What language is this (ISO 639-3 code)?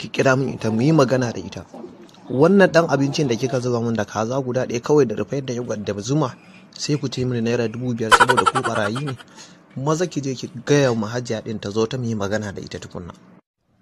hau